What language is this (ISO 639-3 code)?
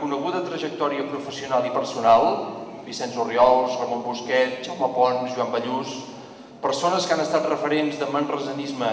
cat